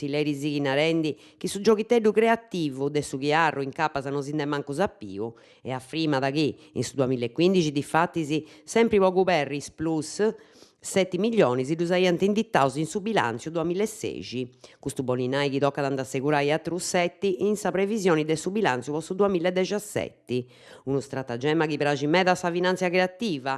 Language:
Sardinian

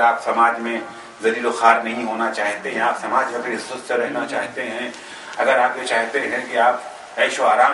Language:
Urdu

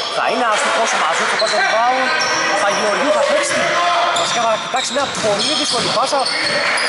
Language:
Greek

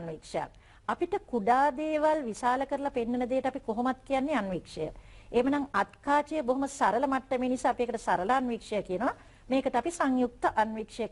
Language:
Sinhala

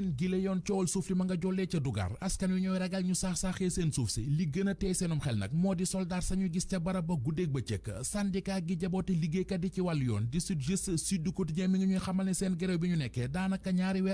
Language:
Wolof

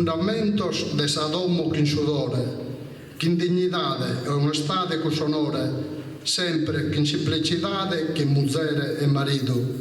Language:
Sardinian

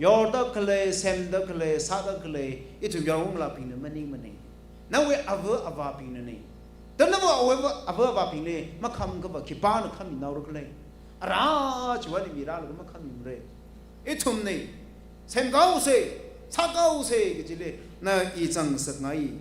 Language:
Tangkhul Naga (India)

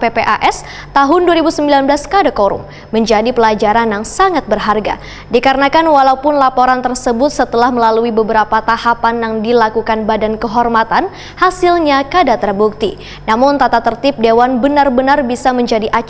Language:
Banjar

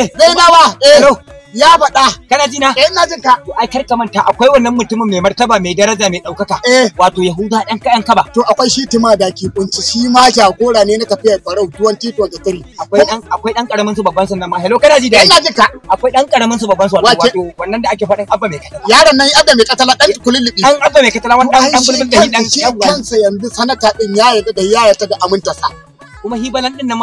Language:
Hausa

